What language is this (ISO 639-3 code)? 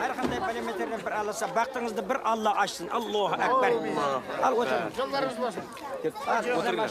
kaa